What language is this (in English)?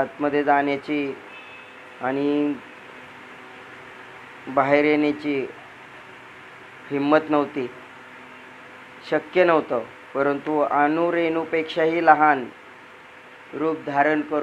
Marathi